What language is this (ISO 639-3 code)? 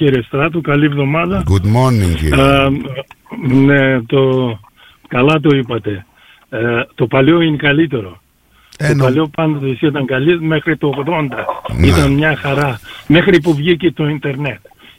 ell